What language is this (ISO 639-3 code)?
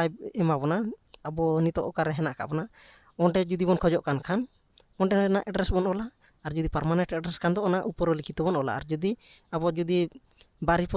sat